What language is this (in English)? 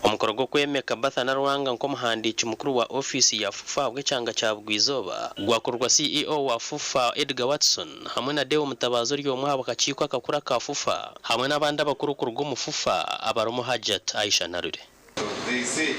Nyankole